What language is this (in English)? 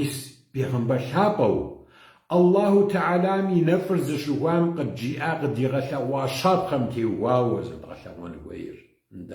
Kabardian